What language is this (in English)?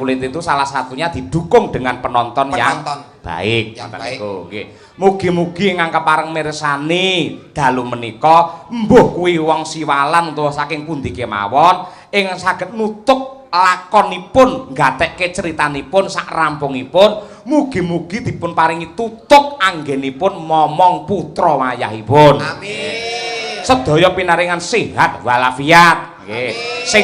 Javanese